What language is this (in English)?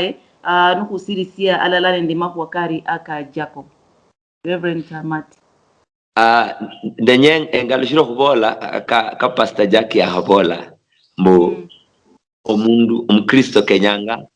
Luyia